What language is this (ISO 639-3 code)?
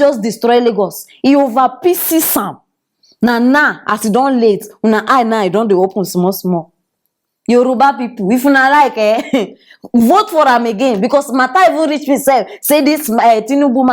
pcm